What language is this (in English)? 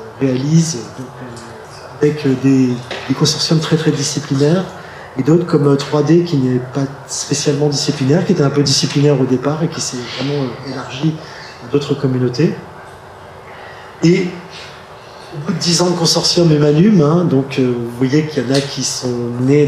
French